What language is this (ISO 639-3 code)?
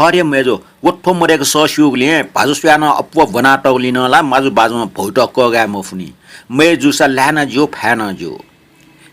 new